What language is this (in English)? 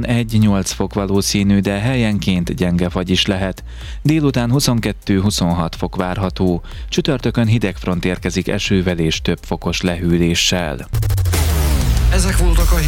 Hungarian